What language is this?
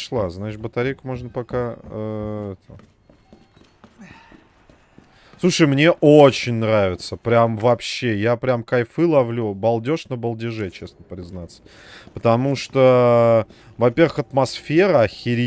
Russian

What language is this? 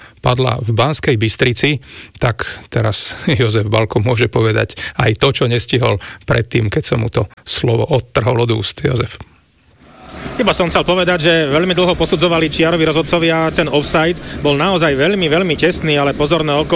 Slovak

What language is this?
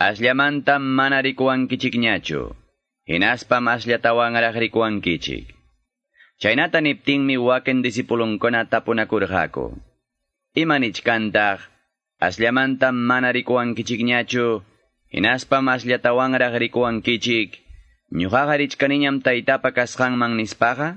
Quechua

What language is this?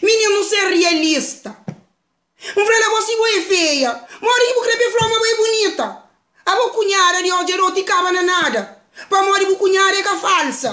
Kabuverdianu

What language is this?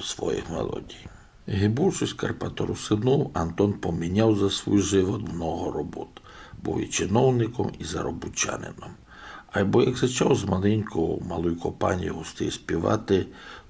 Rusyn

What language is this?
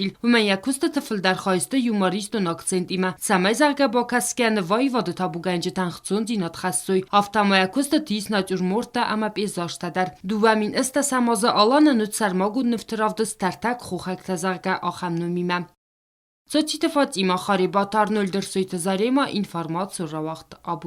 Ossetic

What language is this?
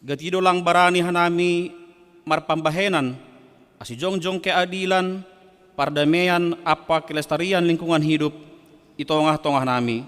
Batak Simalungun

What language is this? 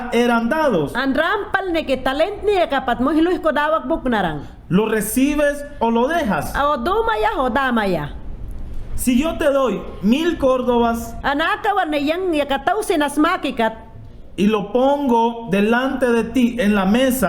Mayangna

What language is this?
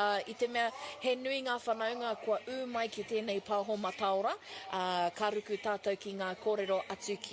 Māori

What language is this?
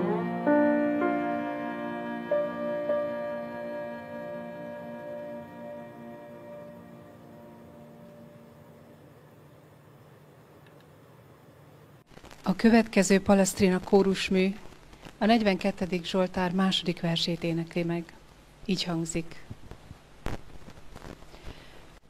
Hungarian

